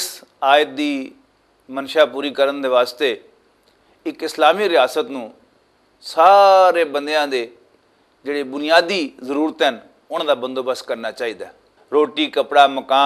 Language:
Western Panjabi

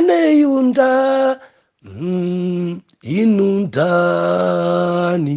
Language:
Nyanja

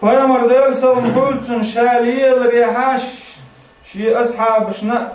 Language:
Chechen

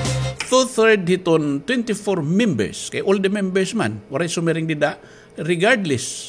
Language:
Waray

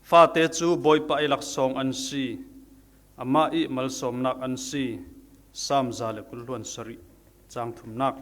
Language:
Falam Chin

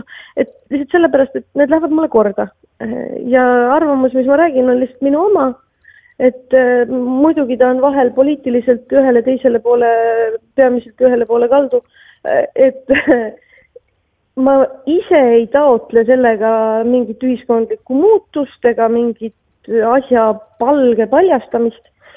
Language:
Estonian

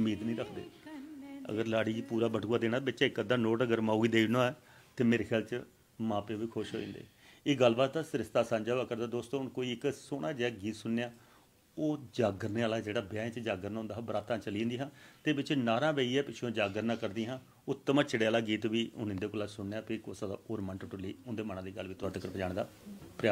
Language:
Dogri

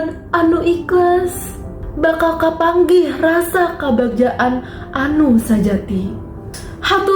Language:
Sundanese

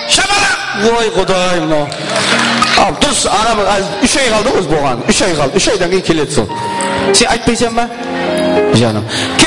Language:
Kara-Kalpak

